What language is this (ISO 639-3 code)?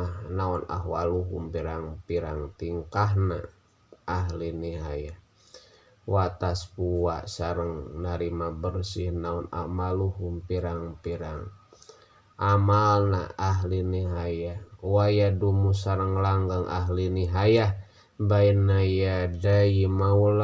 sun